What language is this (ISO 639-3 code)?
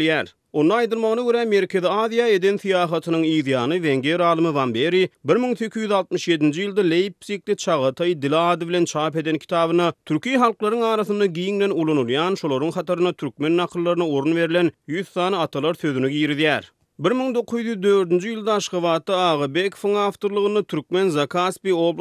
tuk